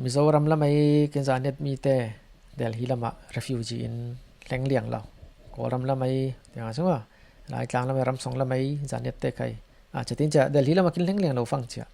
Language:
Falam Chin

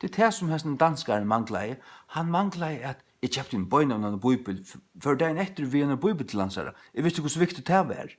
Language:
Faroese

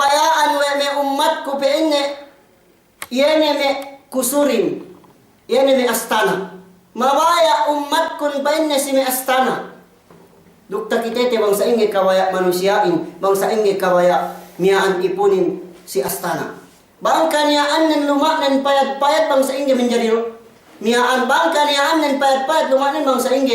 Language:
Yakan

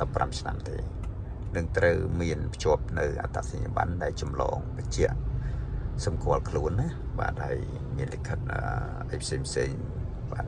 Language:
Khmer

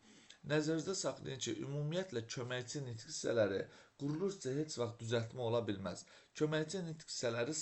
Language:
Azerbaijani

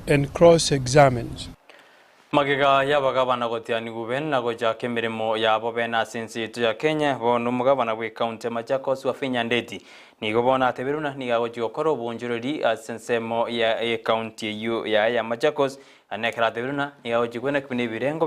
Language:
Gusii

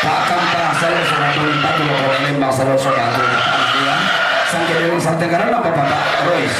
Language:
Toraja-Sa'dan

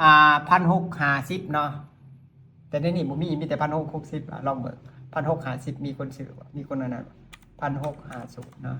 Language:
Lao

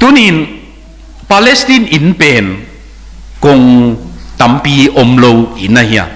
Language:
Tedim Chin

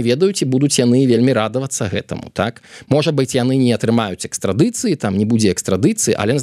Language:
Belarusian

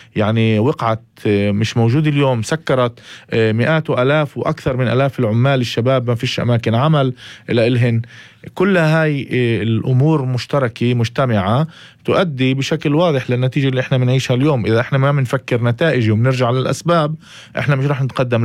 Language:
North Levantine Arabic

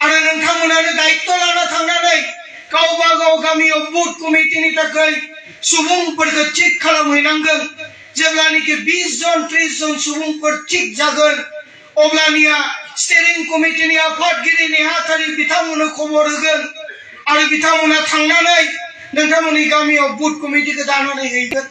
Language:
Bodo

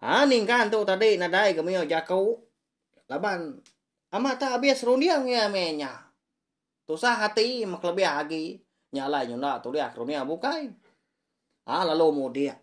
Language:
Iban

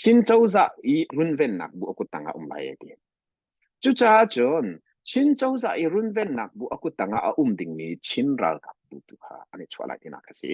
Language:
Hakha Chin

